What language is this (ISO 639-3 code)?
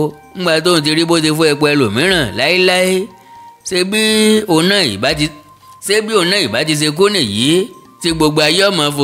yor